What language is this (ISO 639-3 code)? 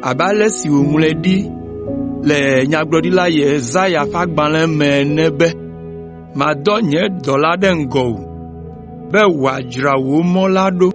ewe